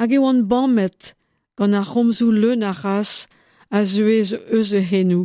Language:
Breton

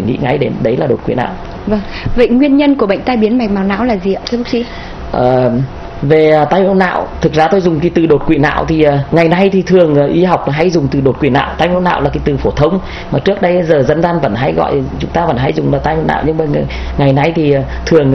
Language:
Vietnamese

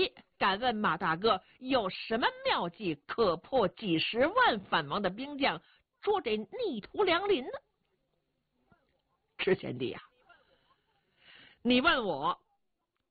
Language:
Chinese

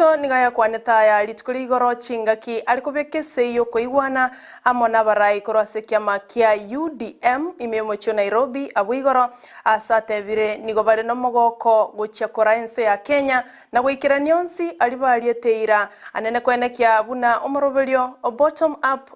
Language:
Gusii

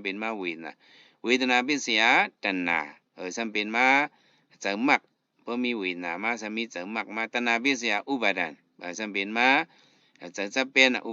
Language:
Shan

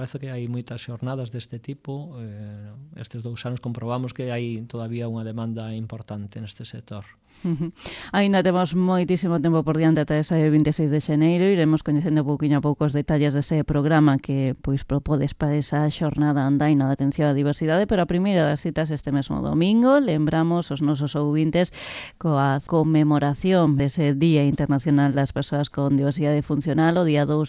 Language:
Galician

